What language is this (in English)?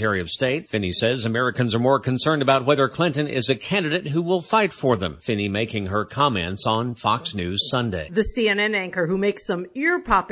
English